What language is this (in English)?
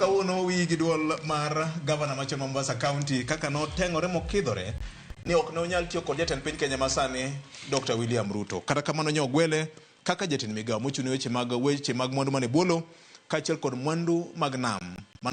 Luo (Kenya and Tanzania)